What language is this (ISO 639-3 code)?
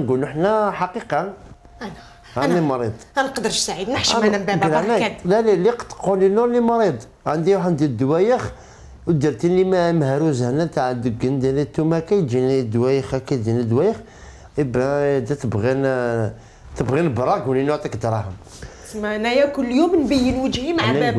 arq